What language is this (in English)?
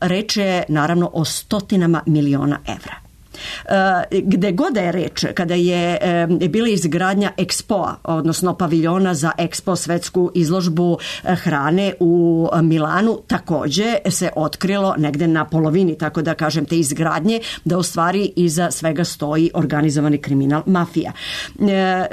Serbian